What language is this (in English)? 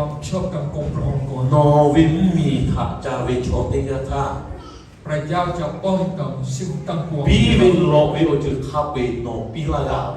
Lahu